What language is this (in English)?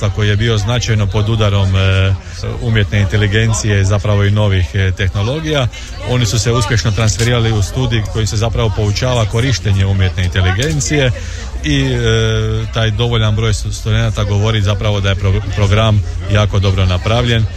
Croatian